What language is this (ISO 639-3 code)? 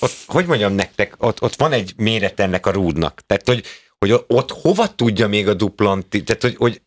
hun